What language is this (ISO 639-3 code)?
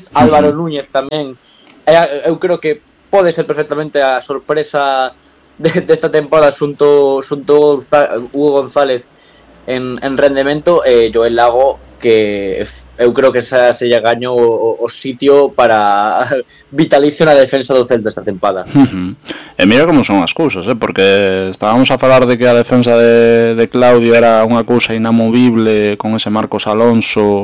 glg